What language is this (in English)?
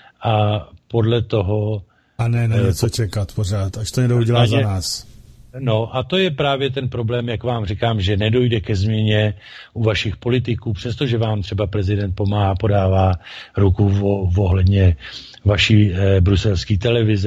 Czech